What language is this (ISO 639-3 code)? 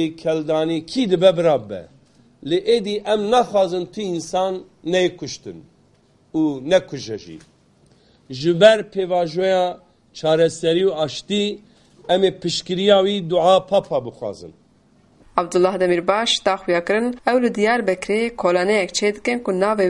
kur